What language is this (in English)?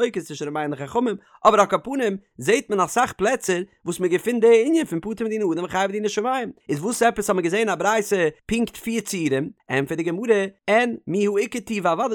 Yiddish